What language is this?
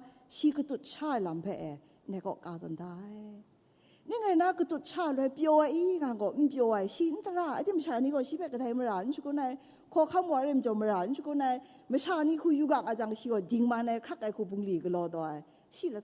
Kachin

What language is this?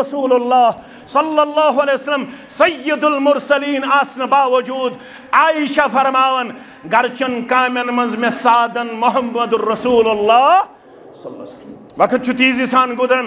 Kashmiri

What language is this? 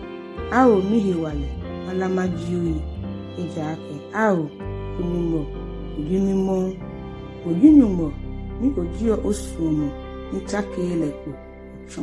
Ga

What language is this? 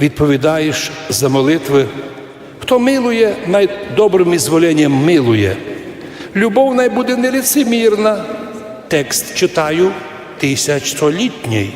Rusyn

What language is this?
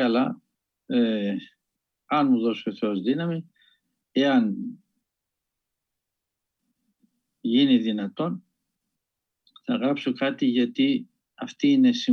Greek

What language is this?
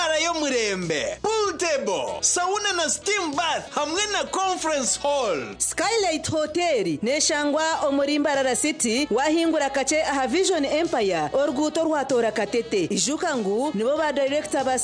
Nyankole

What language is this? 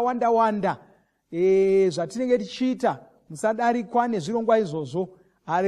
Shona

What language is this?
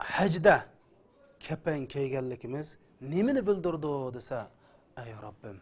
Uyghur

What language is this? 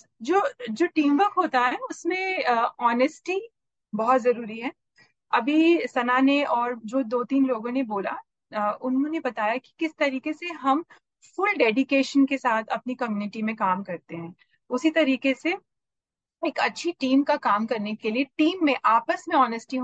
Hindi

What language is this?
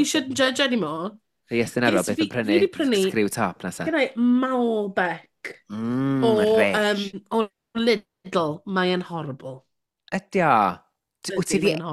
Welsh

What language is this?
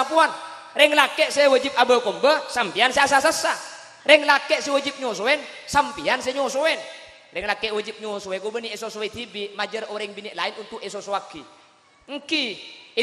Madurese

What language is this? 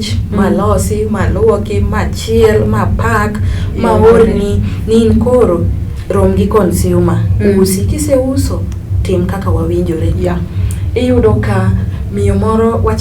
Luo (Kenya and Tanzania)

